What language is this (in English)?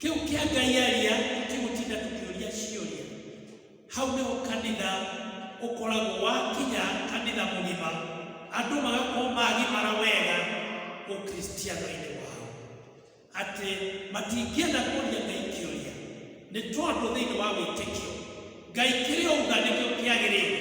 Kikuyu